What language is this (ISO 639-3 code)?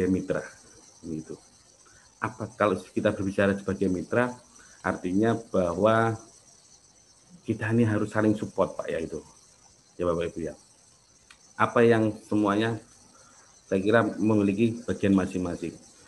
ind